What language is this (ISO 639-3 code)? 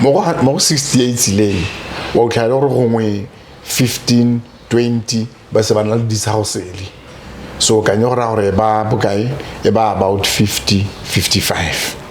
tsn